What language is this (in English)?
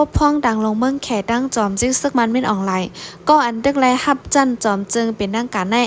Shan